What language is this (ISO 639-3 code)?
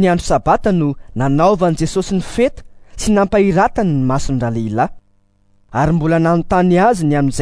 mlg